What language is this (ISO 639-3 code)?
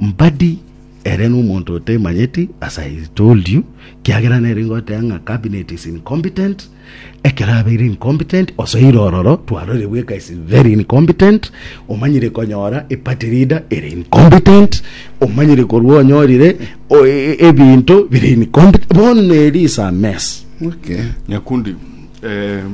guz